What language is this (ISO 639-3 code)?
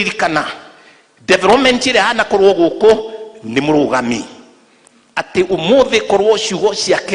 kik